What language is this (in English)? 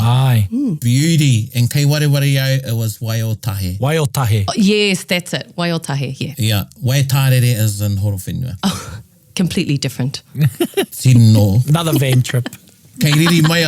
Māori